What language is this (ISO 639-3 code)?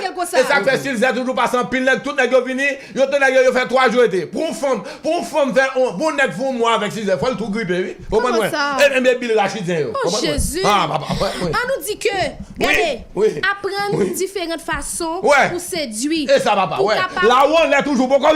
hat